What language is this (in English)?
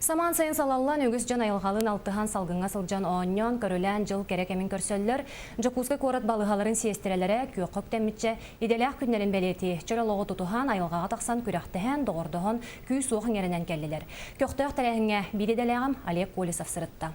Yakut